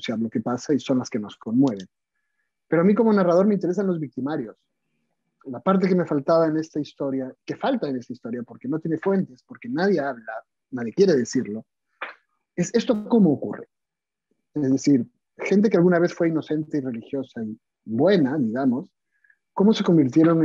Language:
Spanish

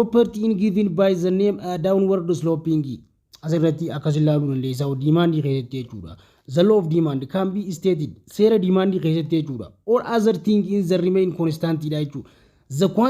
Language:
Oromo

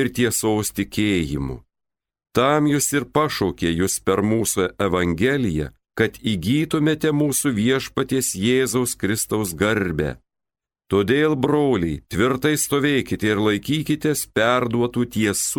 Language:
Lithuanian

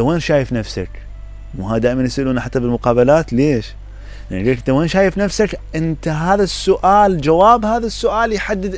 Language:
Mesopotamian Arabic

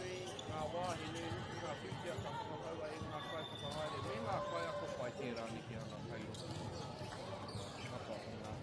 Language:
Māori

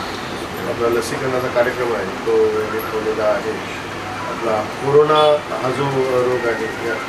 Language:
Marathi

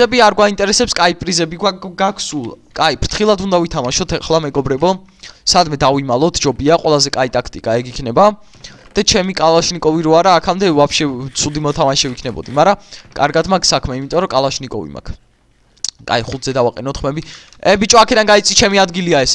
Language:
Georgian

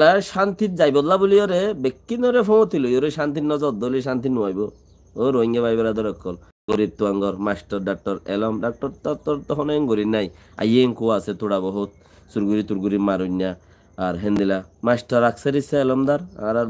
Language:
Rohingya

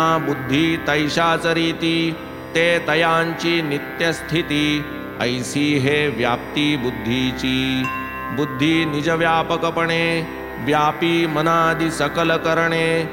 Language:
Marathi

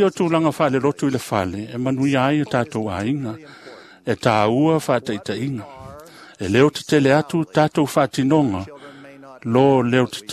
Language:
Samoan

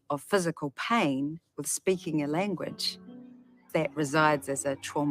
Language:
Māori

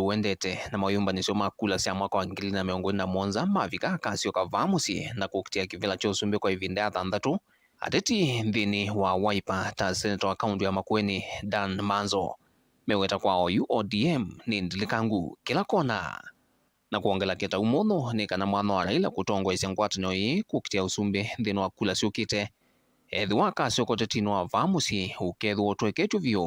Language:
Kamba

